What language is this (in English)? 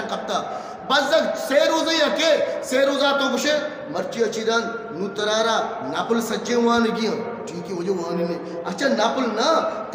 Eastern Balochi